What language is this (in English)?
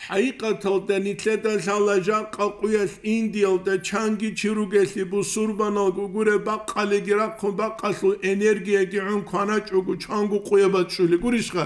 Avaric